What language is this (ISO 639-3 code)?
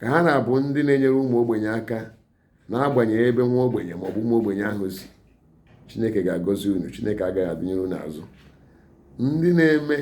ibo